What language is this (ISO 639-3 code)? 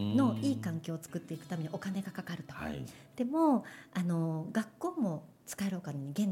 jpn